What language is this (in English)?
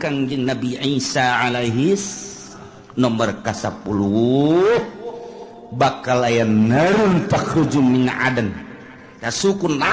Sundanese